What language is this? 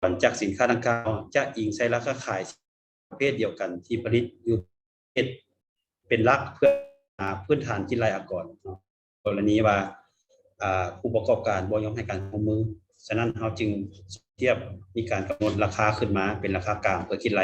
Lao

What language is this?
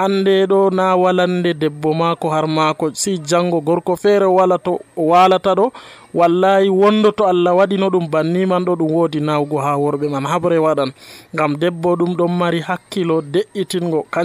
Nigerian Fulfulde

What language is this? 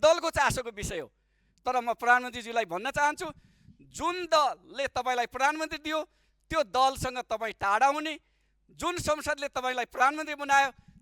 Nepali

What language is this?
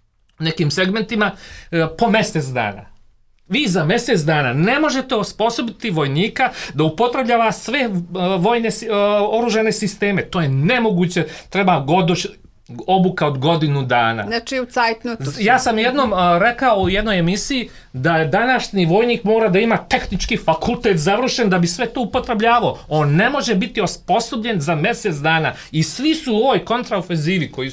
Serbian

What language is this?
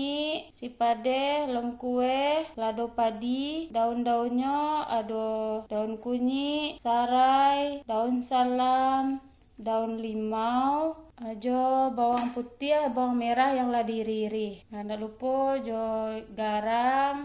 Minangkabau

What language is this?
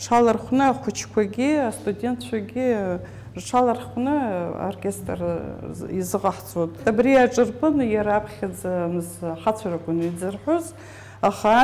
Abkhazian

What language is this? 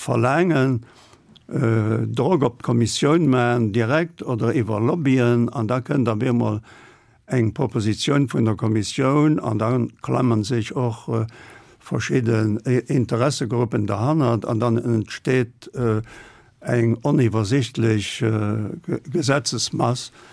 Luxembourgish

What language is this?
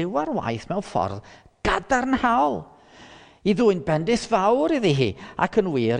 Welsh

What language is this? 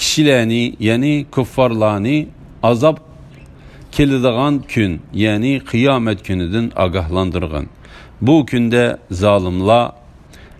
Uyghur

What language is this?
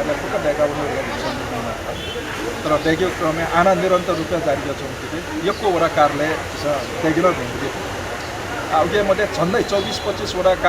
Newari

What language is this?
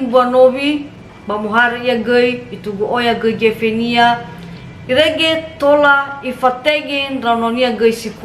Nias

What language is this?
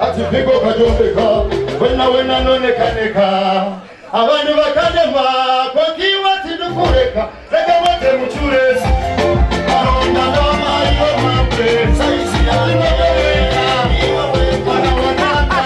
Nyankole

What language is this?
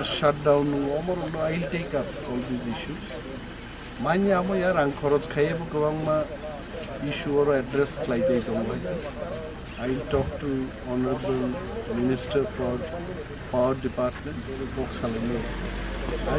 Kok Borok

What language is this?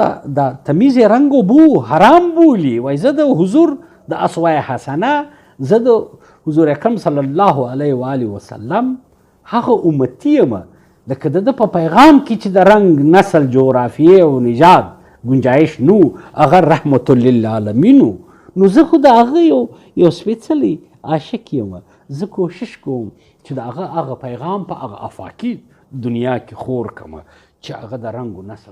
Pashto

